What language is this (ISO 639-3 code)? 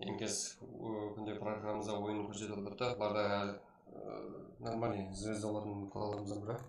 kaa